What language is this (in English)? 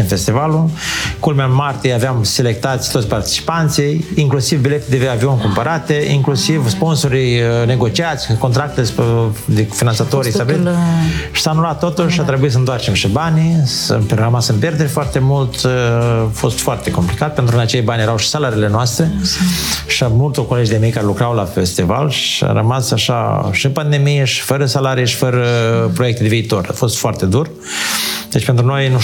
Romanian